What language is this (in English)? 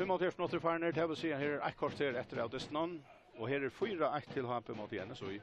Faroese